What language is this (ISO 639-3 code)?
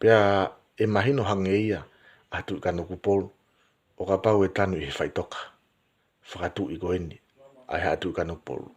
ton